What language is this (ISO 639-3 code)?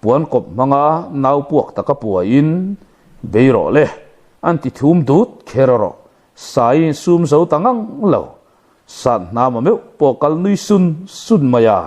lus